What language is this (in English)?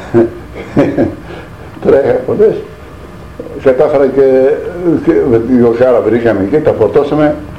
Greek